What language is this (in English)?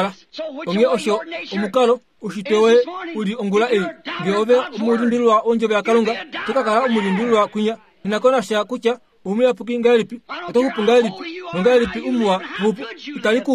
Kuanyama